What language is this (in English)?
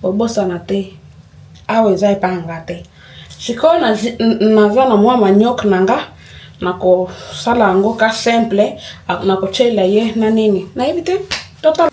Lingala